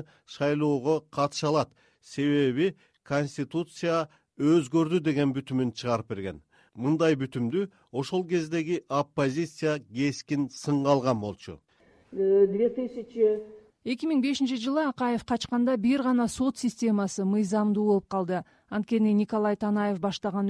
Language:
Kyrgyz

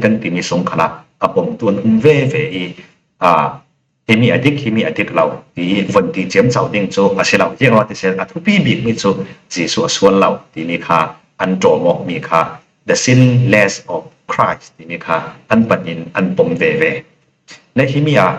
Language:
Falam Chin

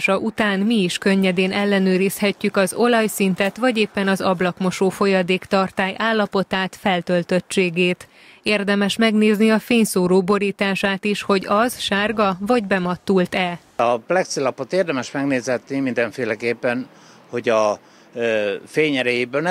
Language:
Hungarian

